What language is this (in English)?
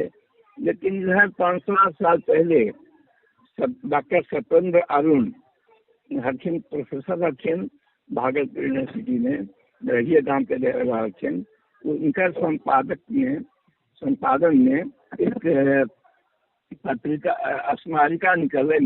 Magahi